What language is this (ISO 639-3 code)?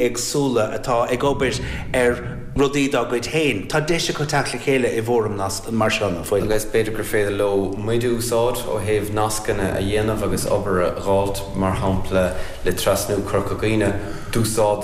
gle